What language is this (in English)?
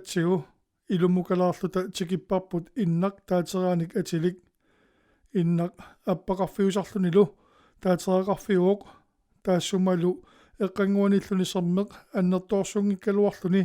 Kalaallisut